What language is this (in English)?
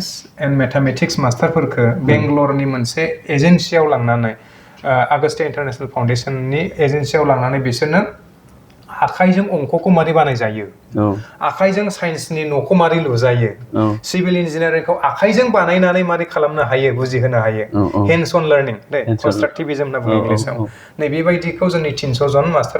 Bodo